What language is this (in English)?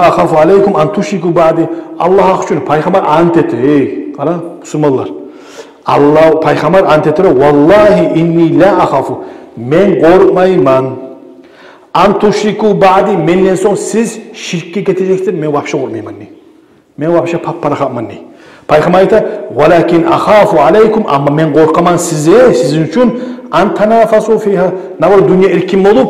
Kumyk